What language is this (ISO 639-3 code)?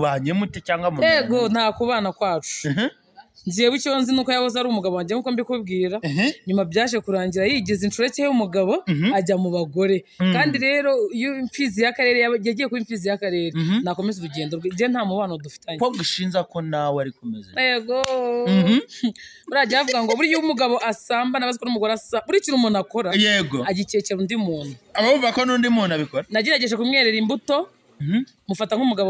kin